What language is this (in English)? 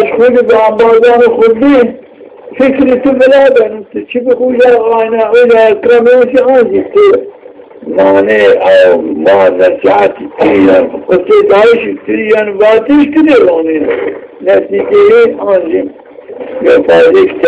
Zaza